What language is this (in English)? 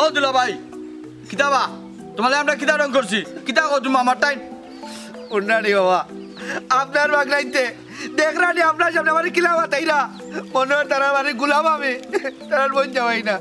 Sylheti